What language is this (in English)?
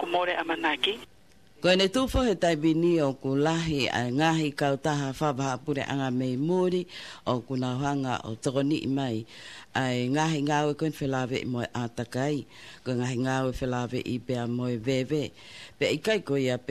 Tongan